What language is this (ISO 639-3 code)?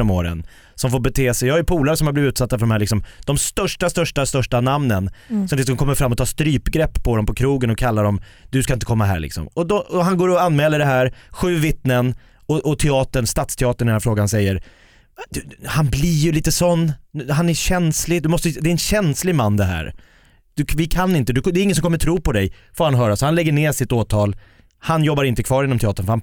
swe